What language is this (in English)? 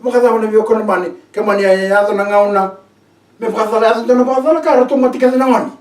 Fijian